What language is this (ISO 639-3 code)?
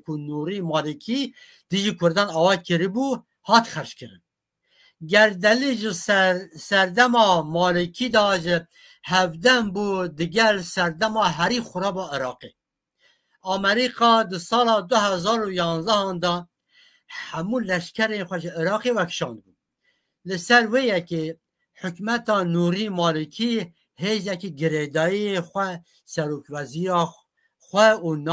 kur